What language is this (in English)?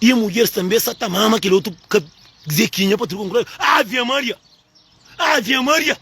Kabuverdianu